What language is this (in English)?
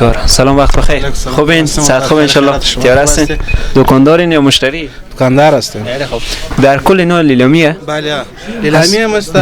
Persian